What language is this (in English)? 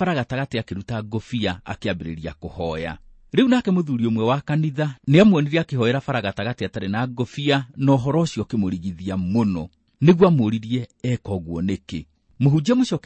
Kikuyu